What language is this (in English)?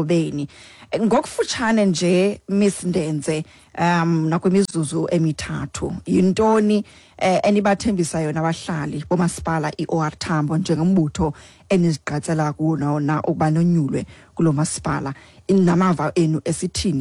Xhosa